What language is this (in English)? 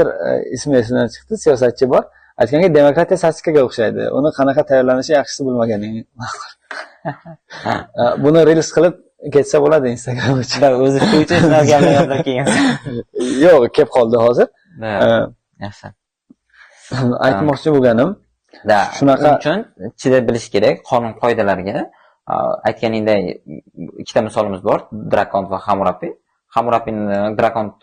Uzbek